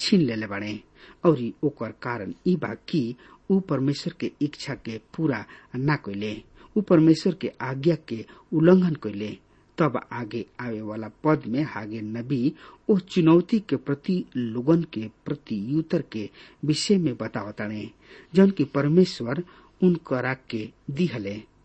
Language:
Bhojpuri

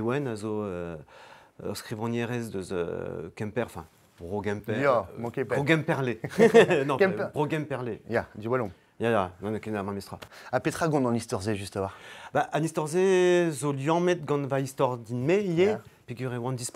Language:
Breton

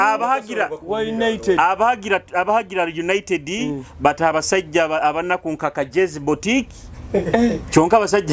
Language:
Nyoro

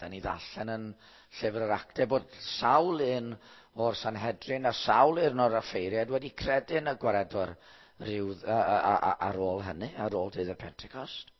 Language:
Welsh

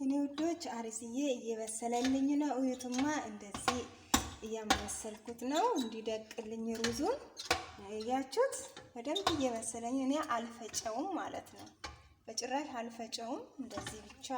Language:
Amharic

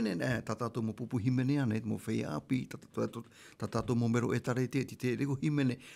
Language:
Tahitian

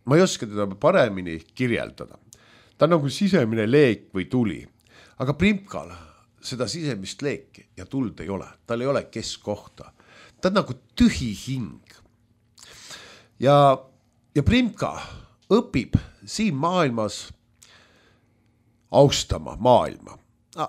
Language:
Estonian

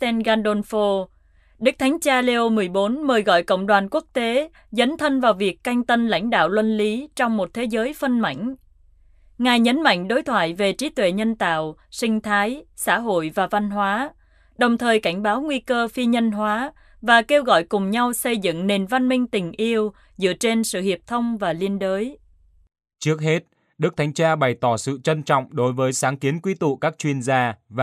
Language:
Vietnamese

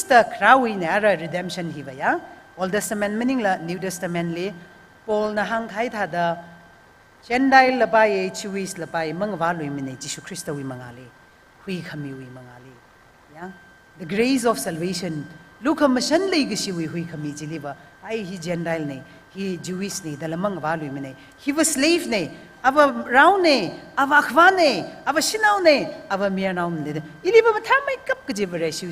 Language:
Tangkhul Naga (India)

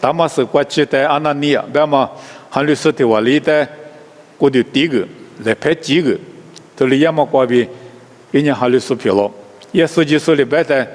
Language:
Lisu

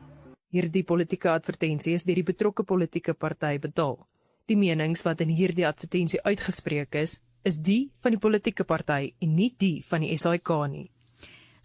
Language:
Afrikaans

